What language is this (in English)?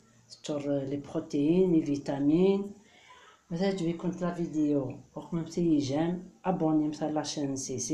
Kabyle